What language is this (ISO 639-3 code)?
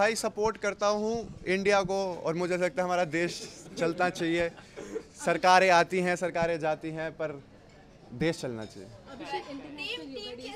hin